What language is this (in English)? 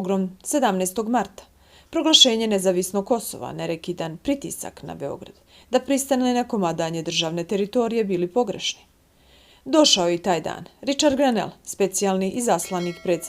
Bosnian